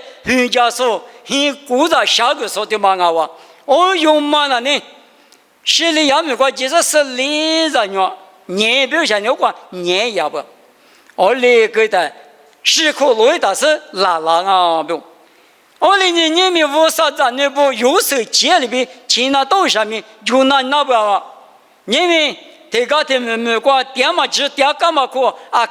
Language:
Lisu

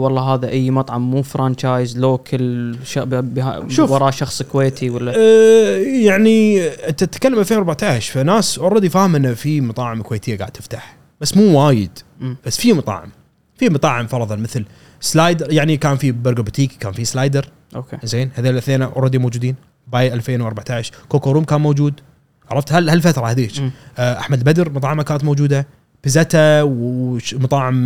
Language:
Gulf Arabic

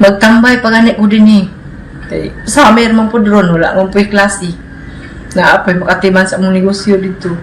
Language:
Cebuano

